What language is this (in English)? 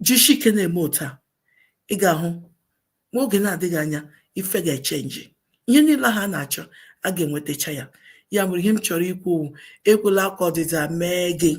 Igbo